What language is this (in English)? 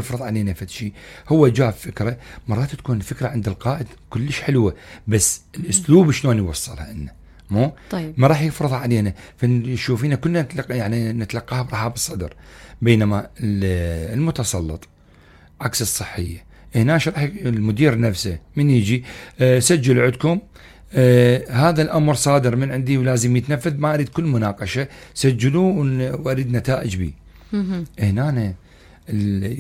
Mesopotamian Arabic